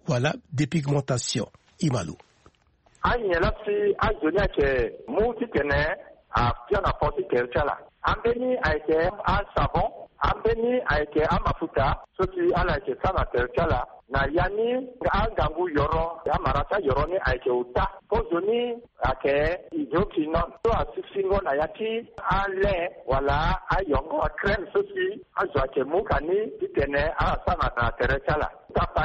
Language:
Sango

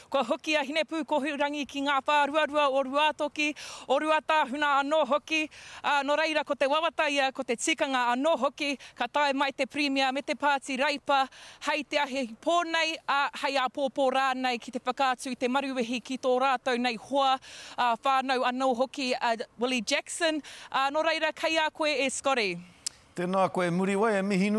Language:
Māori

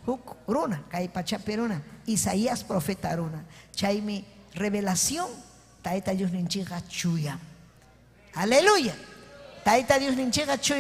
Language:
Ayacucho Quechua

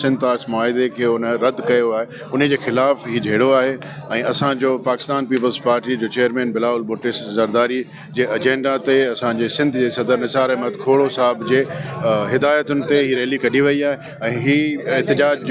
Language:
Sindhi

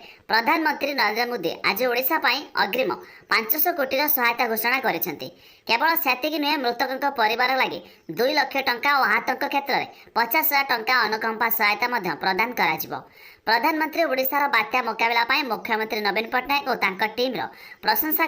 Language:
Odia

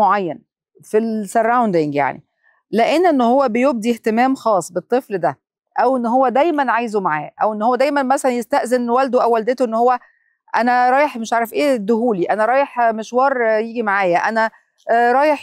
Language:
Egyptian Arabic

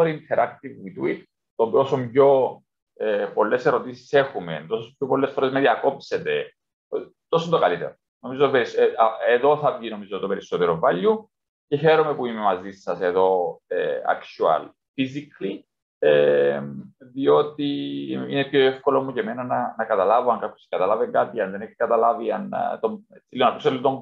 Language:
Greek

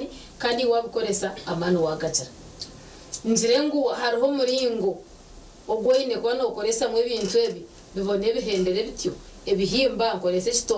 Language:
Nyankole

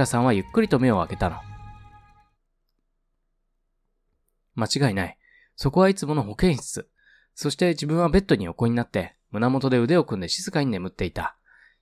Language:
Japanese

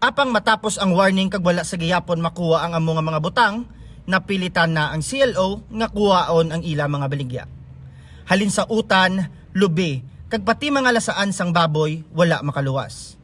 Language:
Hiligaynon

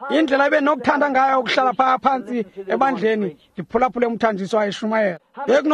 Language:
Xhosa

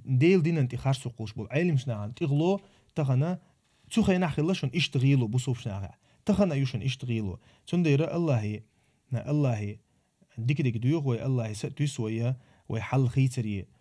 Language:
Chechen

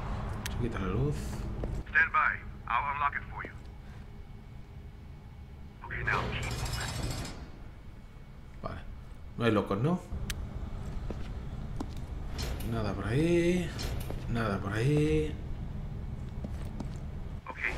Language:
Spanish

